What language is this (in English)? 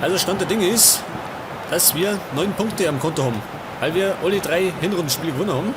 Bavarian